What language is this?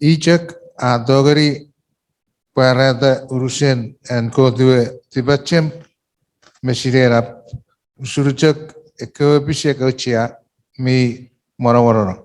Chuukese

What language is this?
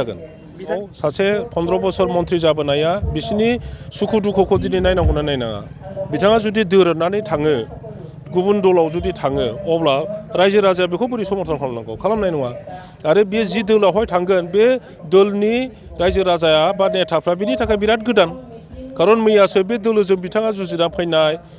Bodo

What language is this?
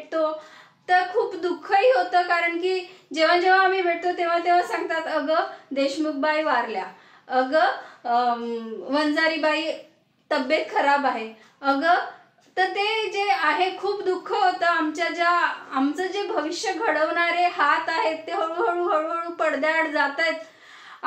Marathi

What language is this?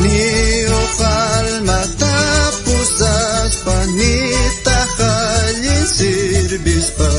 South Bolivian Quechua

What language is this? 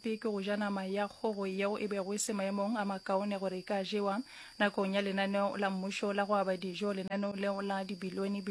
Northern Sotho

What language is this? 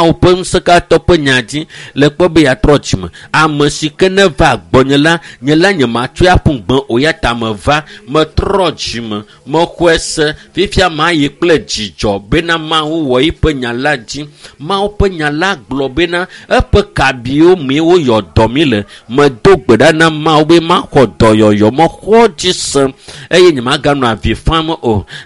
Ewe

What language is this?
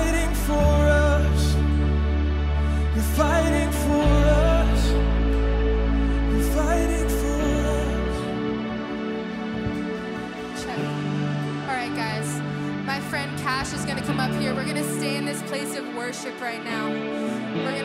English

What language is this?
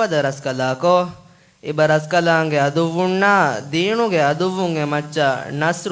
Divehi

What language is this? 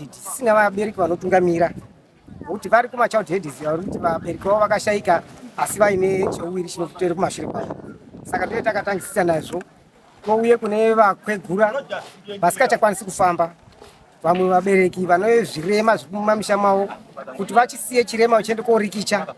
Shona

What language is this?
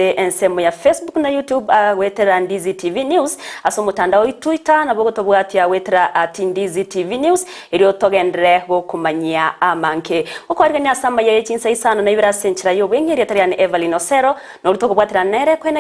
Gusii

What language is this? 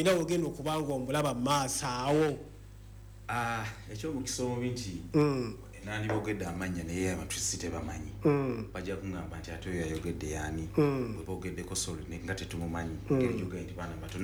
Ganda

